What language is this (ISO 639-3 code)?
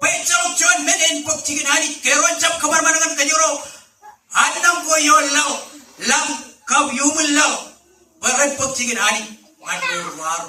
mah